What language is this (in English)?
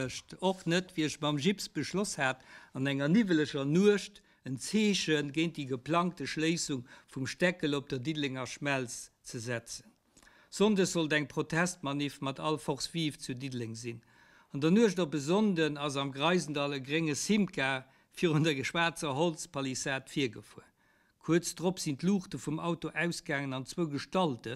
Luxembourgish